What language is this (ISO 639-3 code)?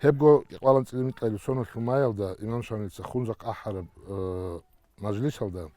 ava